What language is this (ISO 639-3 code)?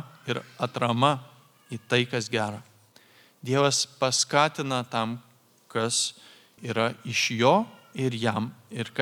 lit